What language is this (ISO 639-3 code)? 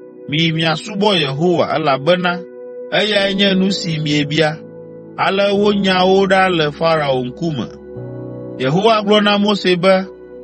ewe